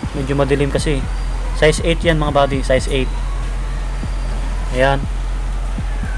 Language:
Filipino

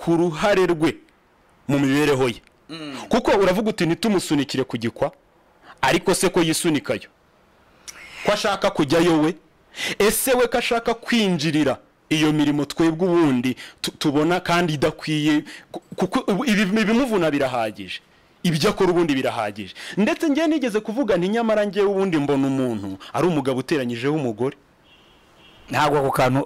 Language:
Kinyarwanda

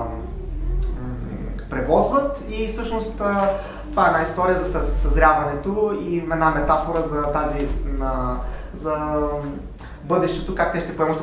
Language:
Bulgarian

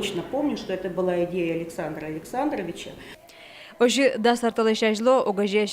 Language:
Udmurt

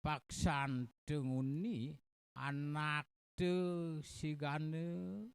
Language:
Balinese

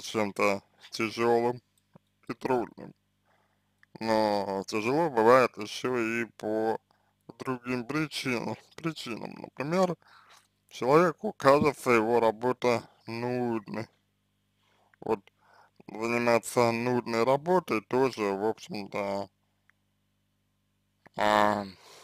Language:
Russian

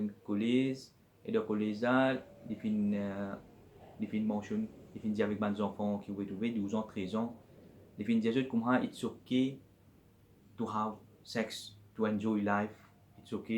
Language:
Morisyen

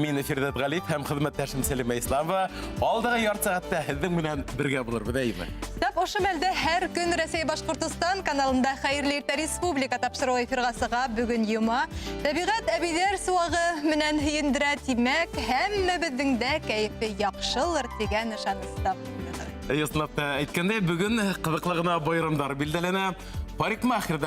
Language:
Bashkir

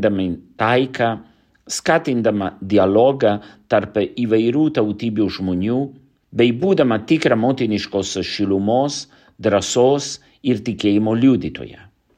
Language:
Lithuanian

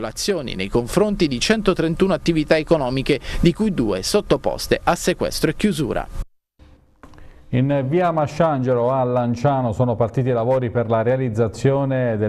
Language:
Italian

